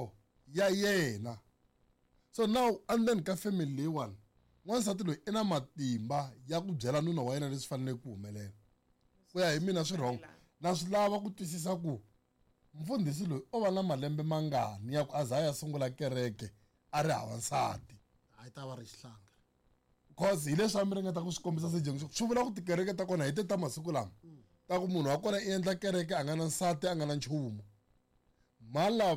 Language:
Tsonga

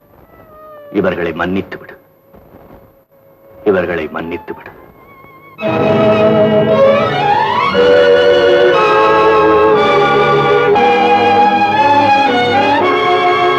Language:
Tamil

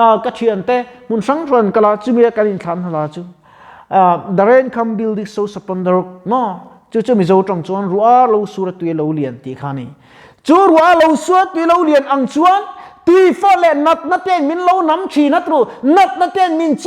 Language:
Mizo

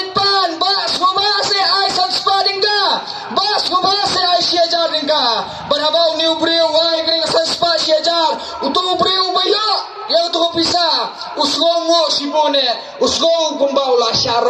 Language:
Khasi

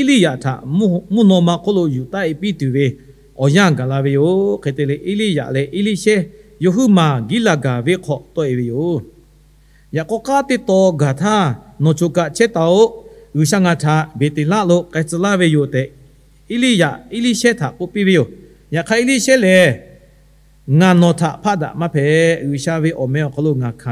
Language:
Lahu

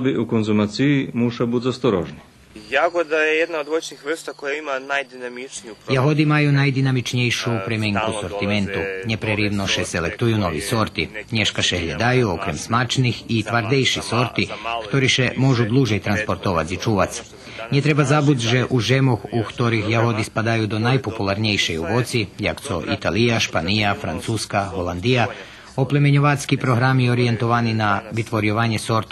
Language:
Rusyn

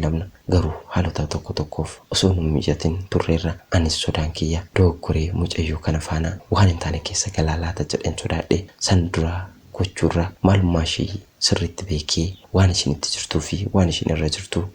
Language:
Oromo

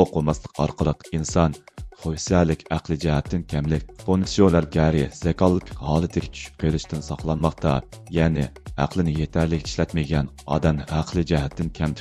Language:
Uyghur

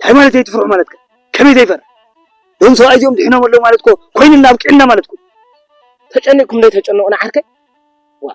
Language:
Tigrinya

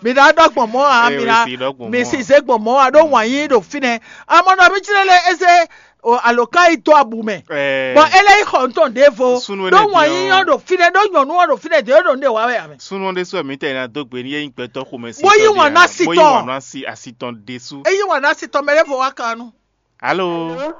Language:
Fon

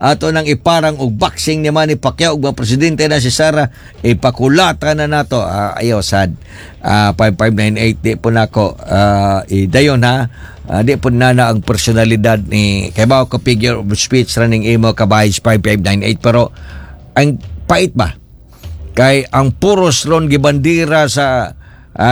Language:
Cebuano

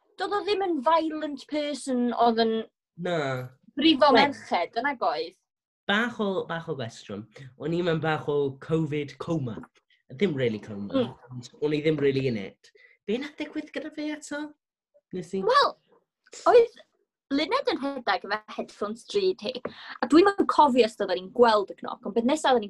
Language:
Welsh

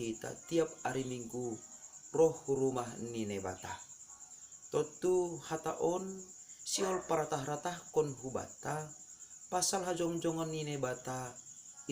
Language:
Batak Simalungun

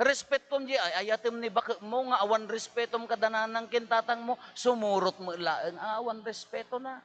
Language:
Iloko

